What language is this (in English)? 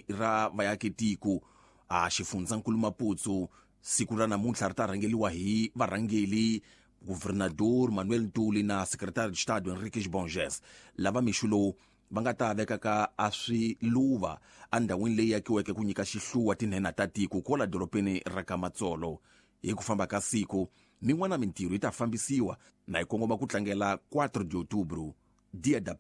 Tsonga